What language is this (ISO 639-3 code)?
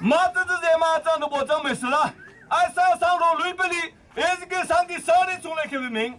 cnh